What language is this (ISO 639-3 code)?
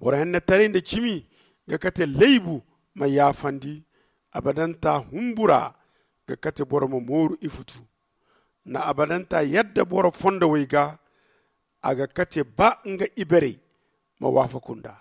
dje